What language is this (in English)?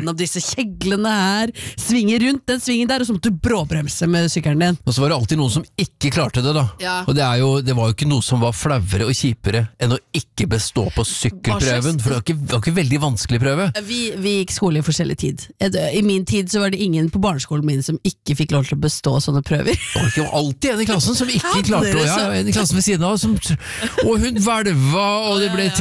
Norwegian